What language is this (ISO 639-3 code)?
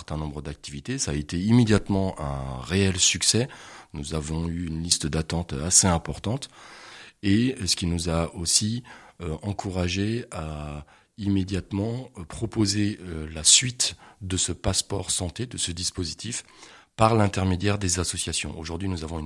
fra